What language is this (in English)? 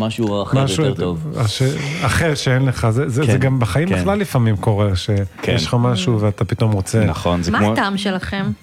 Hebrew